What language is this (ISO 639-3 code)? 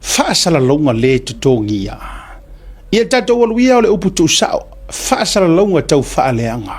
smo